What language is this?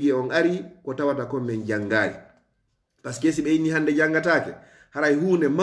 Fula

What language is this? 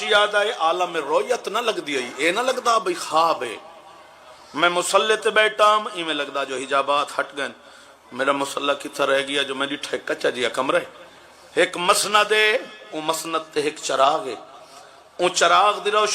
Saraiki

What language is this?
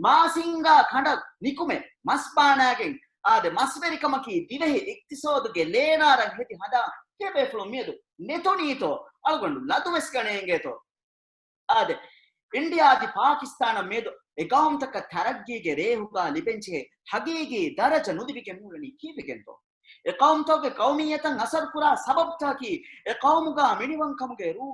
Divehi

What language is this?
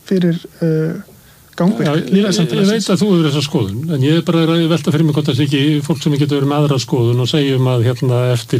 Icelandic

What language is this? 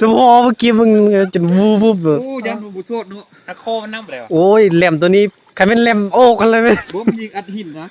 Northeastern Thai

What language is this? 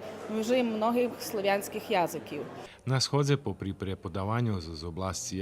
Rusyn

